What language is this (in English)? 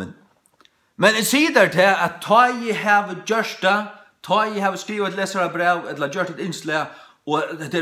Faroese